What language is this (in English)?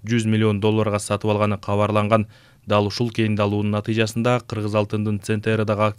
Kyrgyz